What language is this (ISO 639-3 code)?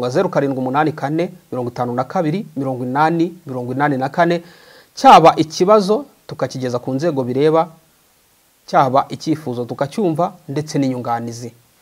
kin